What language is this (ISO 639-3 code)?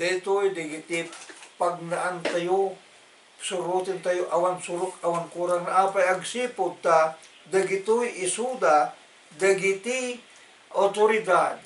ilo